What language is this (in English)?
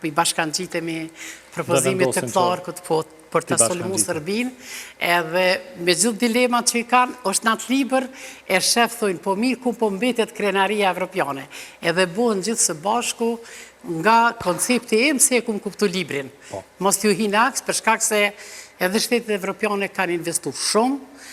Albanian